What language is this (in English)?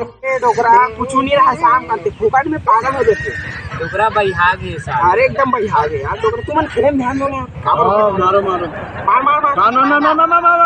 Chhattisgarhi